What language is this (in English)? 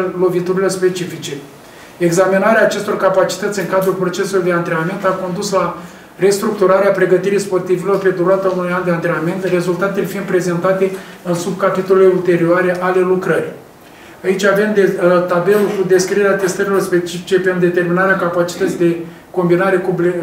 Romanian